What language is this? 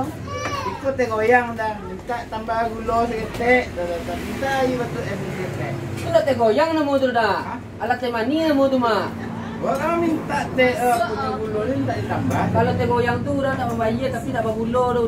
Minangkabau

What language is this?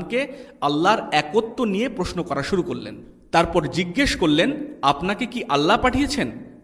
Bangla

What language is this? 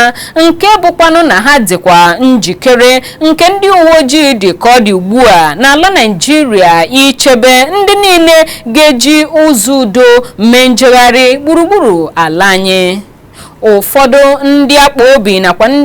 Igbo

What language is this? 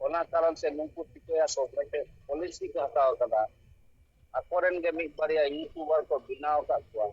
Santali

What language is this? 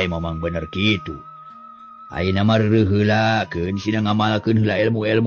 Sundanese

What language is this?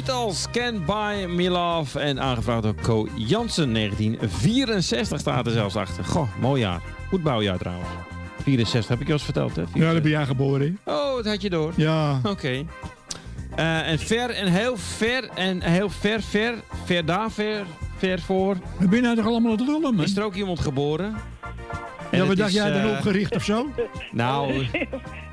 Dutch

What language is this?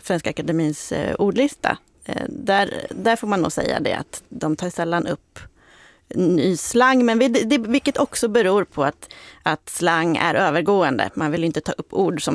Swedish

